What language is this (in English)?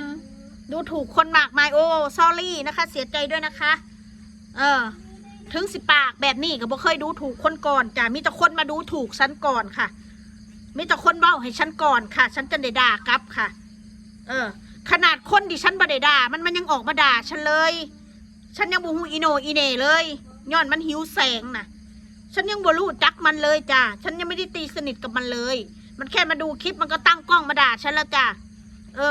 Northeastern Thai